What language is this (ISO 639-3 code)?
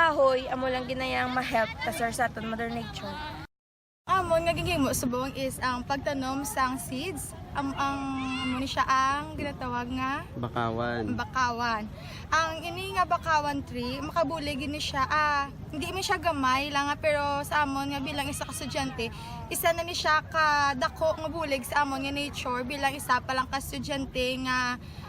hil